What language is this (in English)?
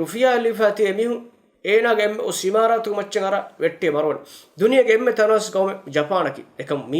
Divehi